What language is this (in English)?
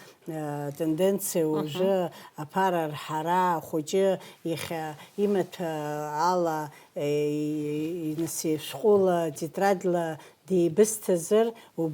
Abkhazian